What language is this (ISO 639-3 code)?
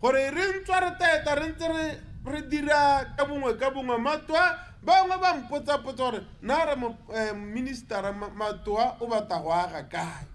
tsn